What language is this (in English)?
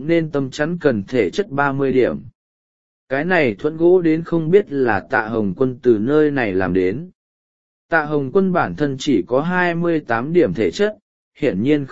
Vietnamese